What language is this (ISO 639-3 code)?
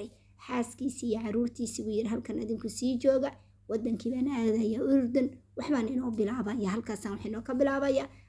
som